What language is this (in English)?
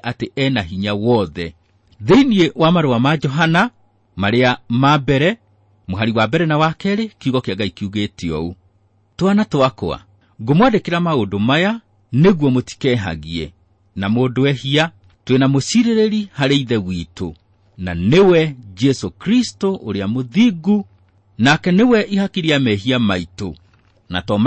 Kikuyu